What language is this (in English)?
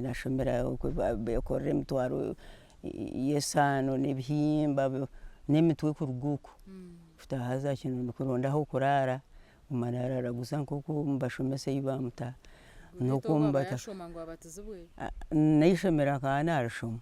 Nyankole